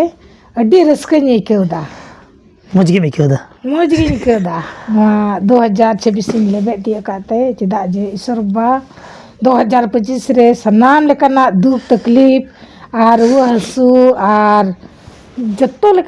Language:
Santali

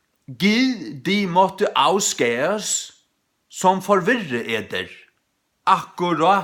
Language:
Faroese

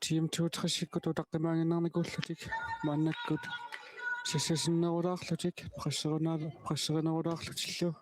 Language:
Kalaallisut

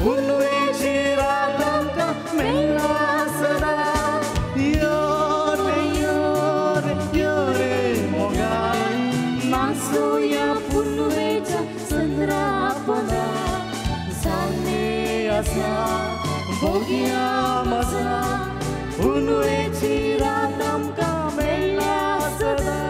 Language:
Konkani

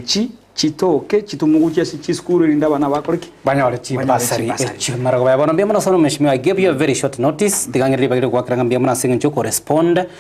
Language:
Gusii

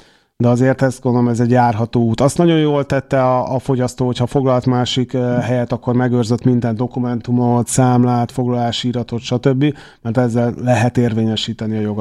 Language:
Hungarian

